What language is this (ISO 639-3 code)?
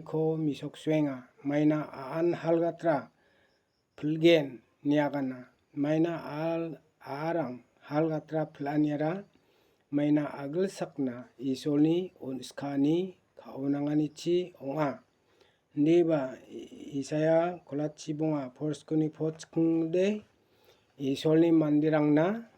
grt